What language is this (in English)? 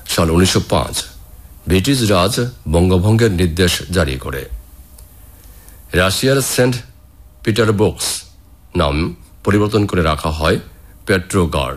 Bangla